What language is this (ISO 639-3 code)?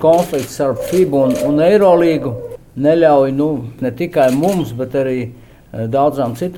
lav